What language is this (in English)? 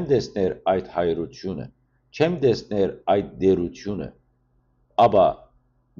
Western Armenian